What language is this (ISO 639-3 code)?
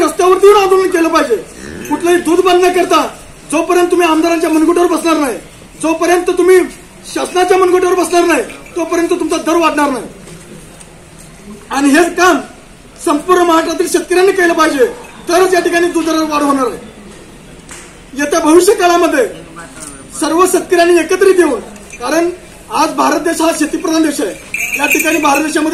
mar